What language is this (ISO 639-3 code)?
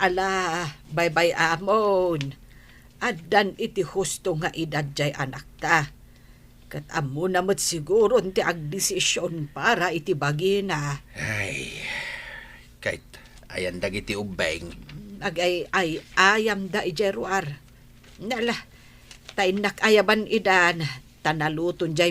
ilo